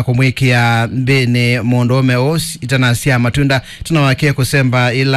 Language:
Kamba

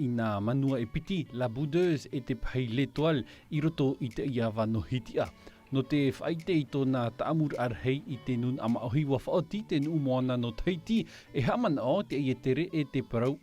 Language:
Tahitian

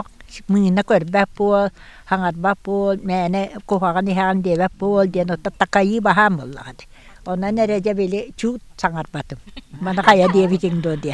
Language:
Yakut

